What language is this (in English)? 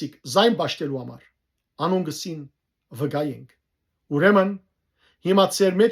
Western Armenian